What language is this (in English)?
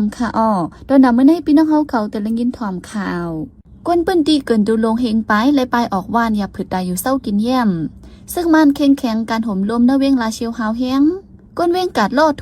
Shan